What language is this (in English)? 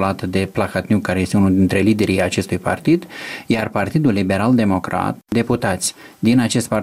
Romanian